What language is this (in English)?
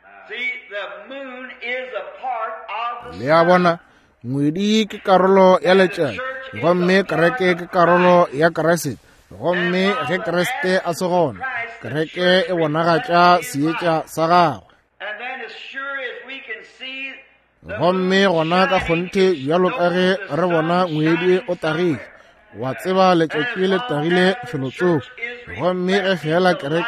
Northern Sotho